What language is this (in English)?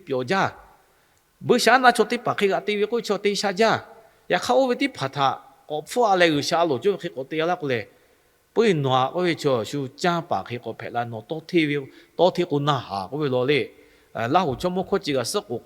Lahu